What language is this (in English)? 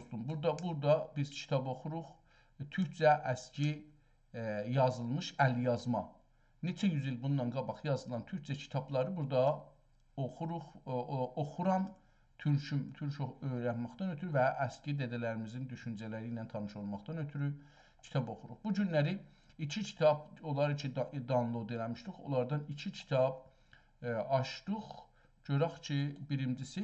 South Azerbaijani